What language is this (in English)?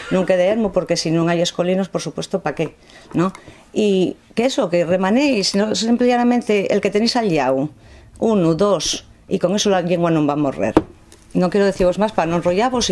Asturian